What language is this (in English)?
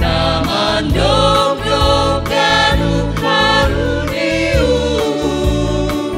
Batak Simalungun